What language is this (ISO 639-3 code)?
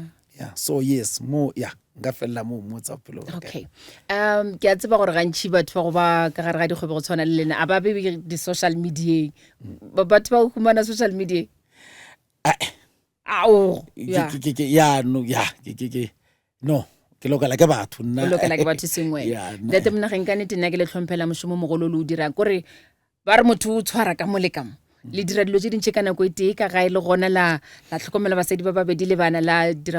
nso